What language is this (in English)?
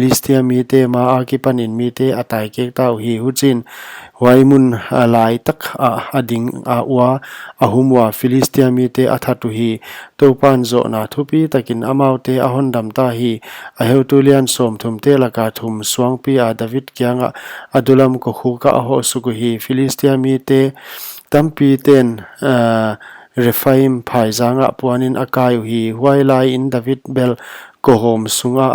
Paite Chin